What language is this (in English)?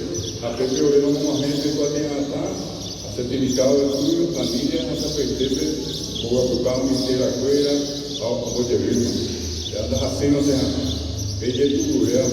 Guarani